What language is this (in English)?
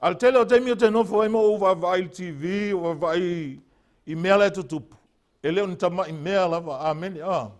Samoan